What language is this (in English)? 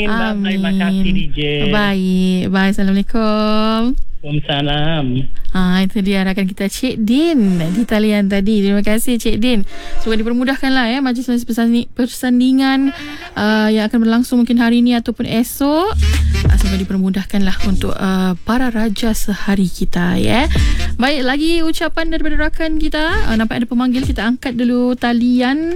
Malay